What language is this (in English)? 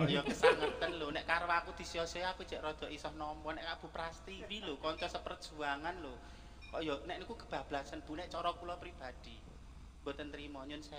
Javanese